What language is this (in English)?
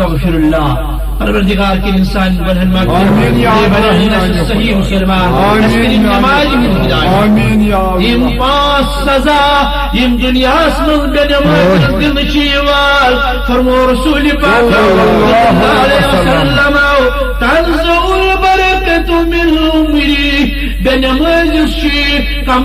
Kashmiri